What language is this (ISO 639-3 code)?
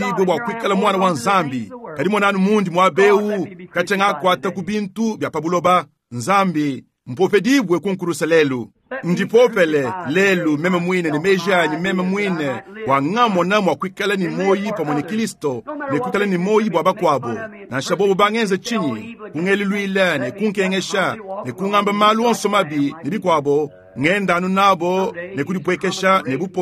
lua